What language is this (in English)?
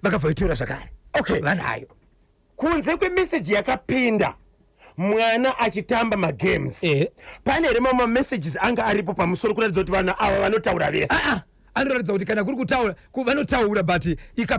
Shona